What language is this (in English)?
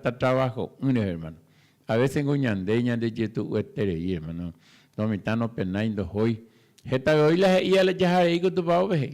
Guarani